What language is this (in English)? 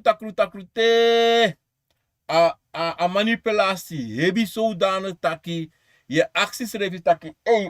Sranan Tongo